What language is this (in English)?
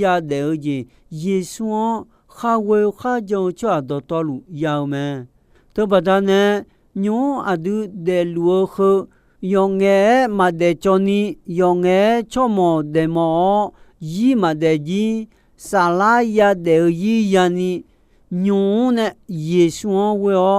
Akha